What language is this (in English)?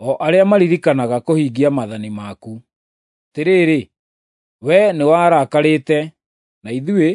Kikuyu